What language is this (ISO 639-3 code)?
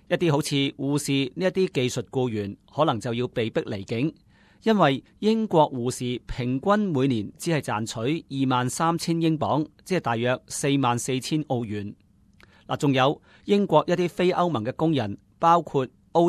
yue